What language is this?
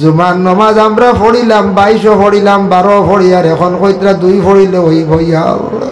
Sylheti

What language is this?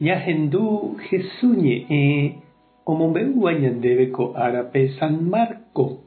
Guarani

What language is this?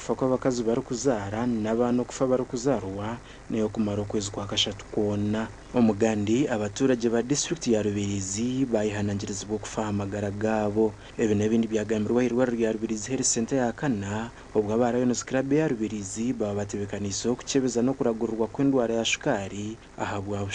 Nyankole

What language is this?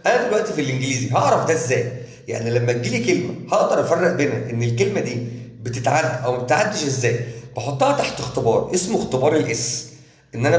Egyptian Arabic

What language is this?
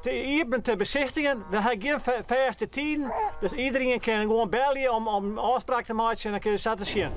Western Frisian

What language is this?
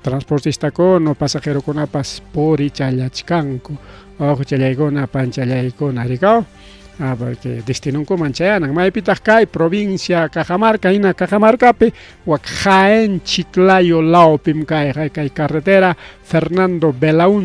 Ayacucho Quechua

